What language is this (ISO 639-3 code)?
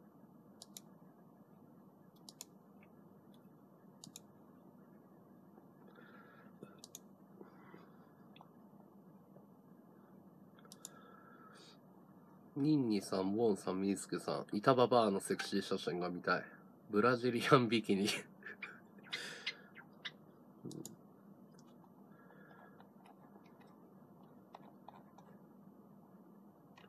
jpn